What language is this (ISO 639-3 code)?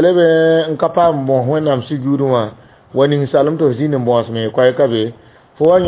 mos